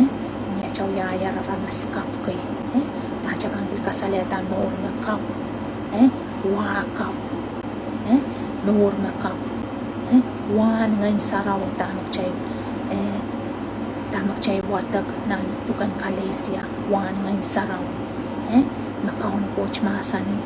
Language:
Pohnpeian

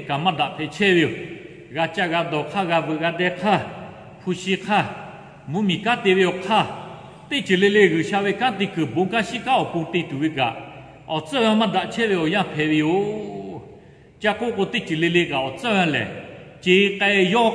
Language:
Lahu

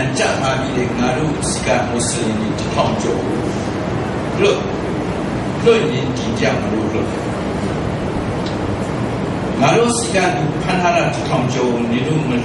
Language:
Burmese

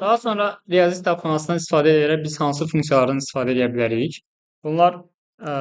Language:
Azerbaijani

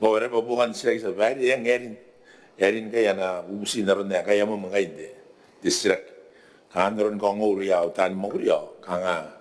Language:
Gilbertese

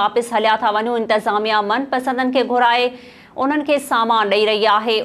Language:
Sindhi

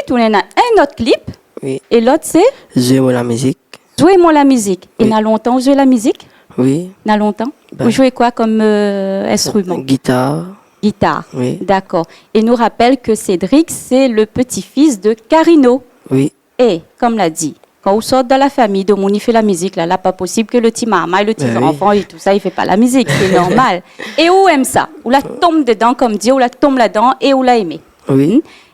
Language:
Réunion Creole French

